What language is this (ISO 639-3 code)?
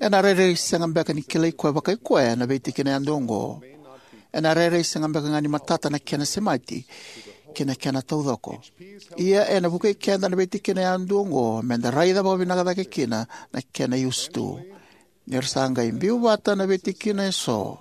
fij